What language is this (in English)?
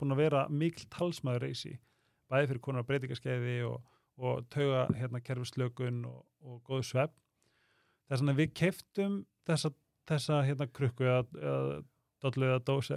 Icelandic